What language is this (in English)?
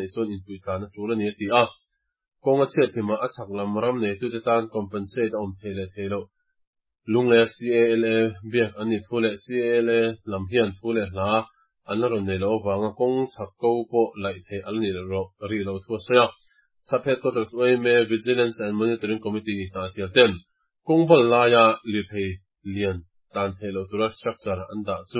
Mizo